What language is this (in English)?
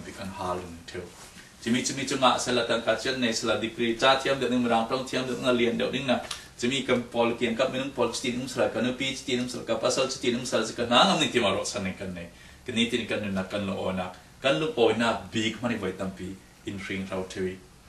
Falam Chin